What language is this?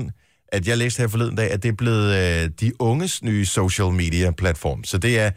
Danish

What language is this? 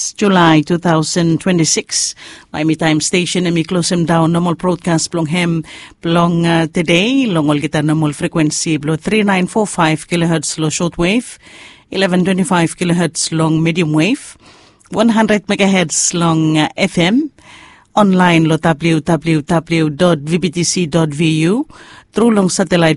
Bislama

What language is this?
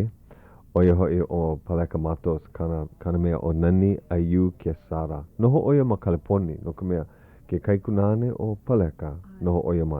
Hawaiian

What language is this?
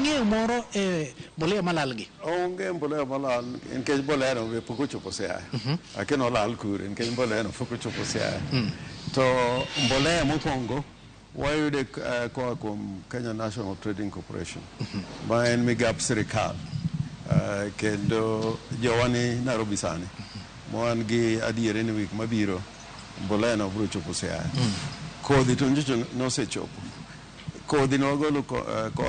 Luo (Kenya and Tanzania)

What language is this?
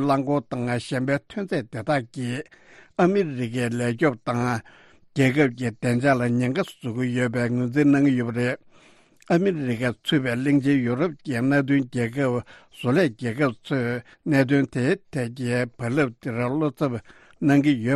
Tibetan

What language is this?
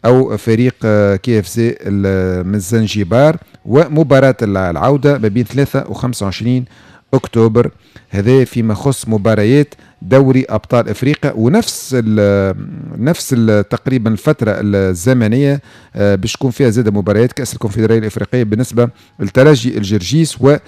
Tunisian Arabic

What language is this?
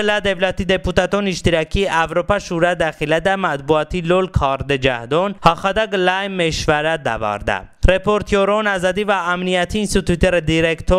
Talysh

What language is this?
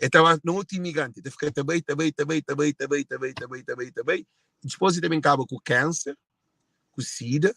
Kabuverdianu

